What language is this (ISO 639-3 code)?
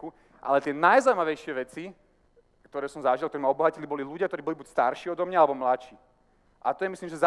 slk